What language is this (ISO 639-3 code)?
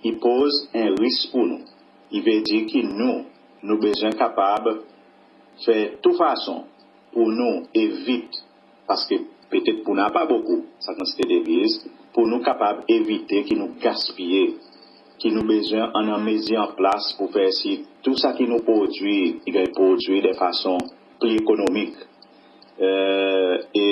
crs